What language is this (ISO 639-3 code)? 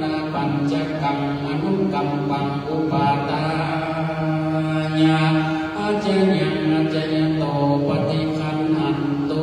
pli